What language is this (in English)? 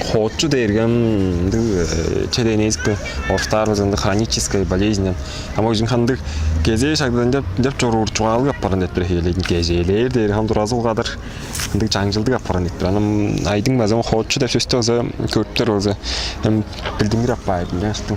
Tuvinian